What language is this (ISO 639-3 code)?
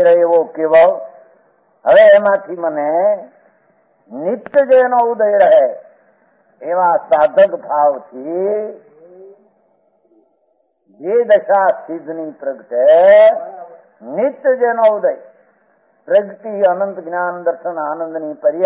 guj